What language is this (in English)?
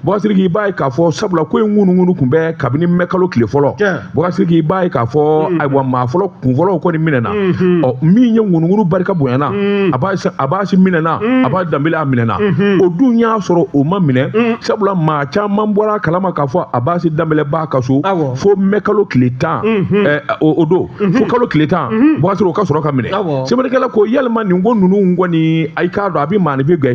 Bambara